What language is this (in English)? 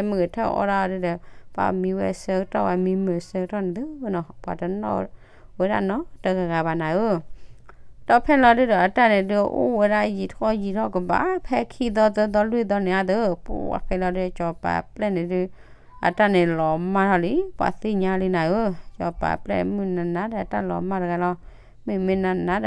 S'gaw Karen